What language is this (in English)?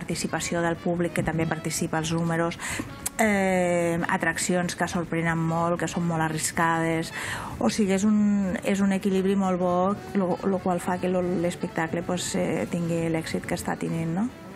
Catalan